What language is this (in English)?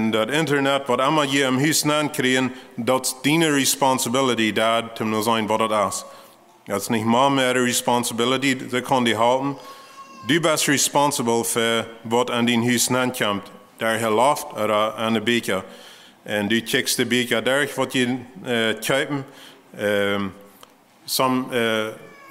Plautdietsch